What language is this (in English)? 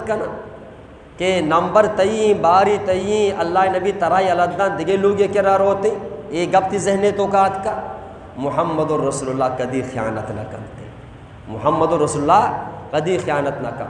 Eastern Balochi